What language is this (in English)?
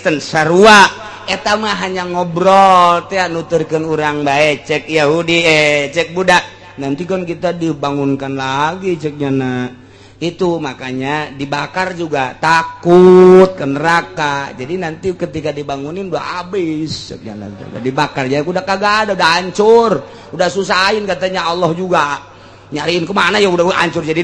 Sundanese